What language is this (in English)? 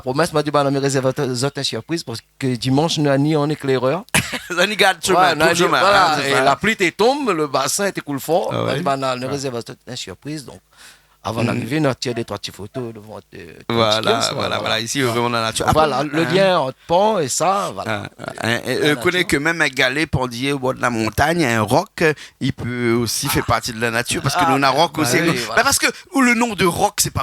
Réunion Creole French